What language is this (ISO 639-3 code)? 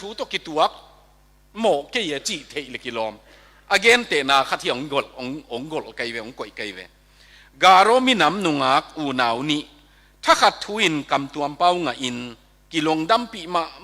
ctd